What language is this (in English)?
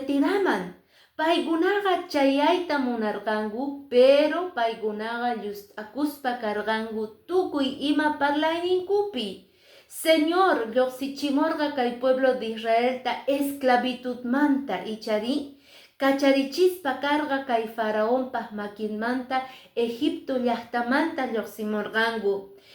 Quechua